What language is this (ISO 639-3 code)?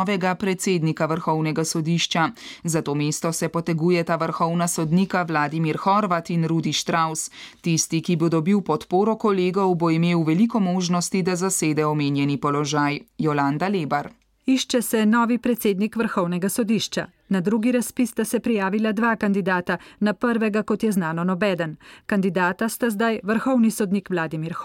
slv